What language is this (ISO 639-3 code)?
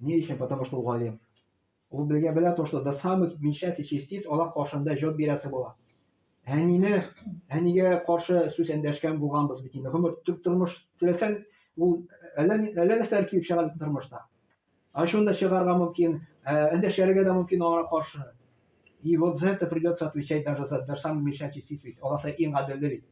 tat